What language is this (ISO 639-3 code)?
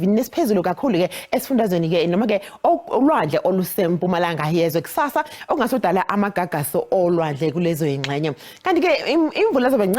zul